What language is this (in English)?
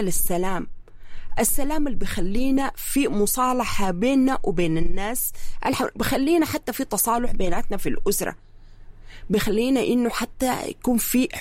Sudanese Arabic